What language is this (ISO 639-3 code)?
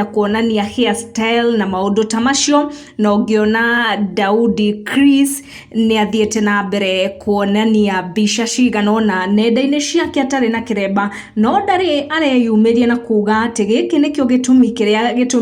kik